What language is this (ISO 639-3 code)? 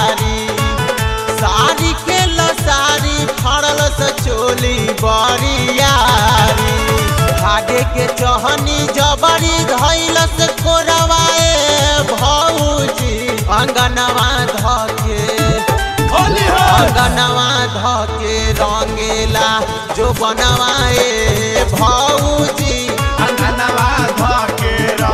bho